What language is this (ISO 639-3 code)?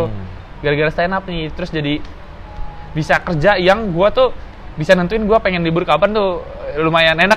ind